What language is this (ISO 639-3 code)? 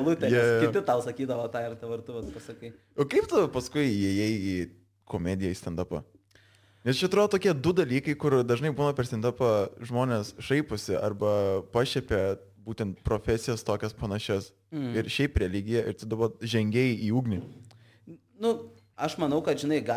lit